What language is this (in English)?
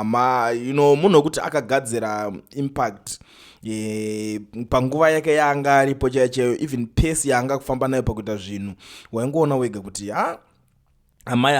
Shona